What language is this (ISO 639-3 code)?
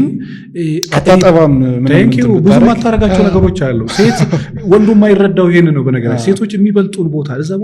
amh